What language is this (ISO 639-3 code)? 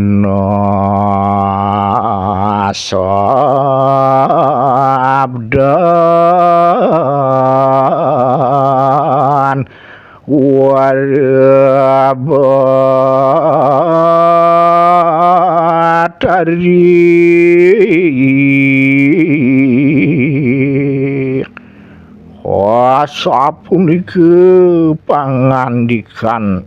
ban